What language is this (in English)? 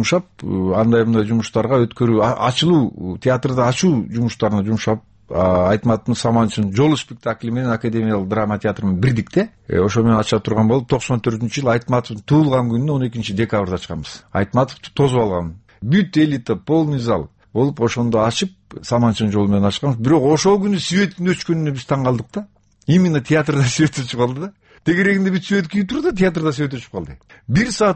Kyrgyz